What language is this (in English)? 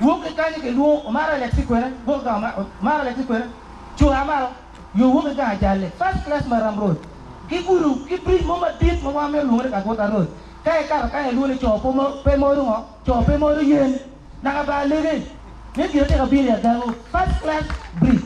Acoli